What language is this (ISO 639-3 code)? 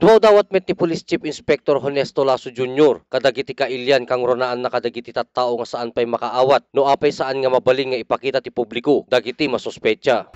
ilo